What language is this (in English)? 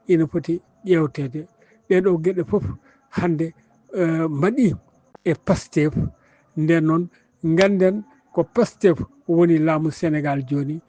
Fula